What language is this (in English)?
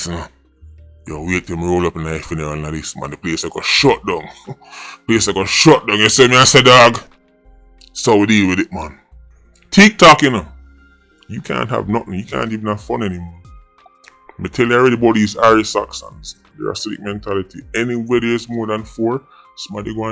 Jamaican Creole English